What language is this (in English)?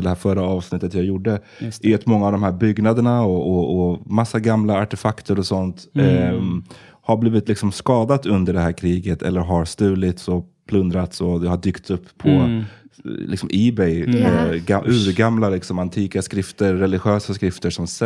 Swedish